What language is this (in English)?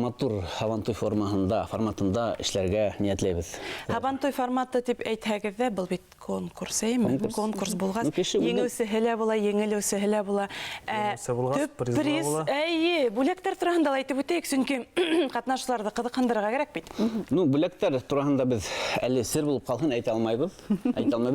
Bashkir